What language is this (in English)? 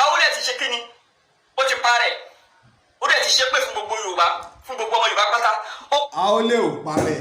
Yoruba